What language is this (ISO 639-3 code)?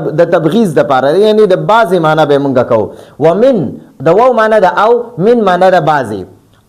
pus